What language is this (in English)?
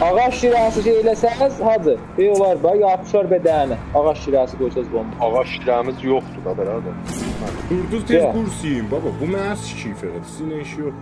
South Azerbaijani